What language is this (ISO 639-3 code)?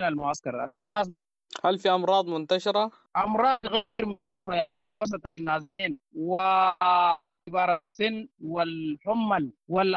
apd